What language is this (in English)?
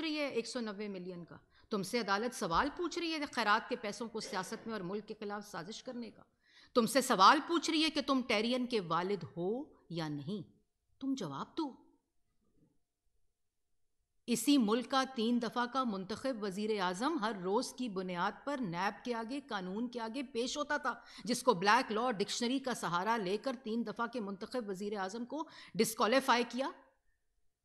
Urdu